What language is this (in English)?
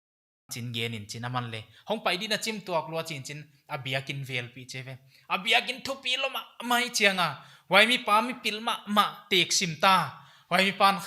Paite Chin